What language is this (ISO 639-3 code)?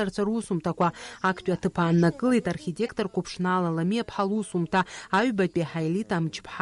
abk